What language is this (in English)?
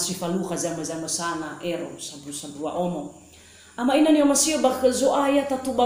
Nias